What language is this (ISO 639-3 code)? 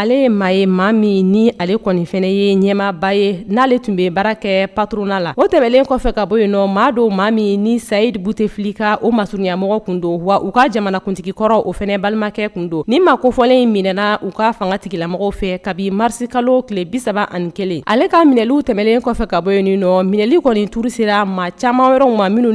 bam